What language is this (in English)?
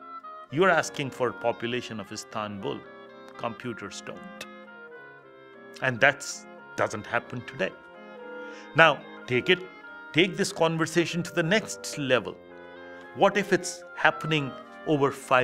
English